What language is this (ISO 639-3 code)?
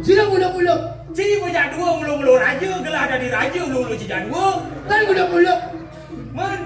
ban